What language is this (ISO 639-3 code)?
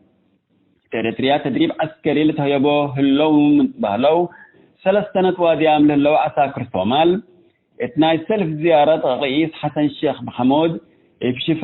tig